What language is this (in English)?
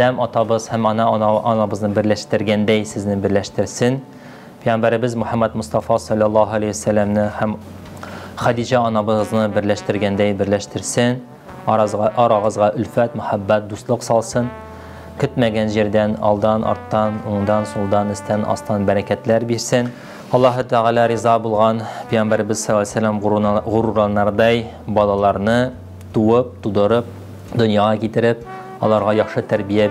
Tatar